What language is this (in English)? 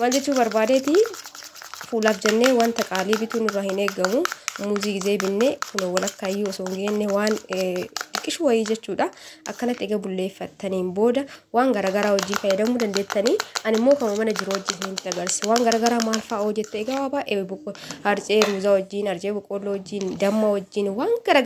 Oromo